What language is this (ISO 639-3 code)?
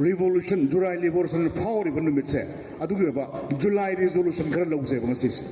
mni